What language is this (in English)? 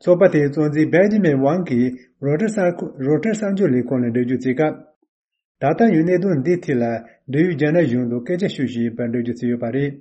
Tibetan